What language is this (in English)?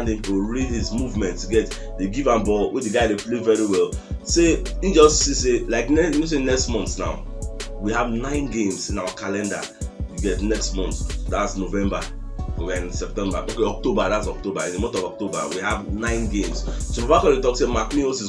Nigerian Pidgin